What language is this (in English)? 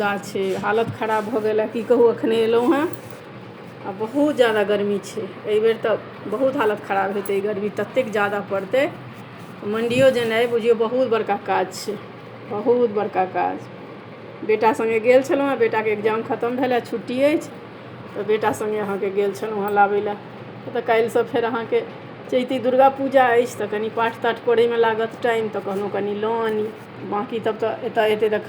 Maithili